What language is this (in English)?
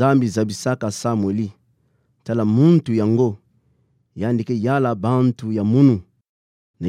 Kituba (Democratic Republic of Congo)